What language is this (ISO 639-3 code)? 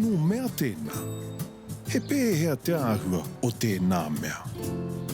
mri